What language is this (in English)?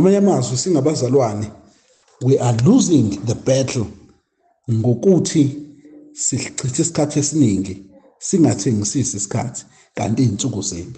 Zulu